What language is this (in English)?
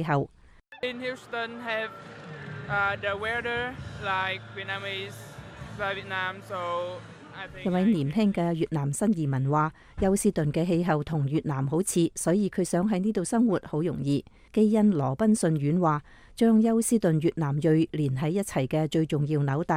Cantonese